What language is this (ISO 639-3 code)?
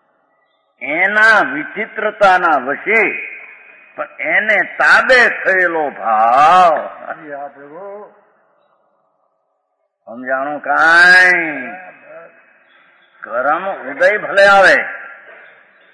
guj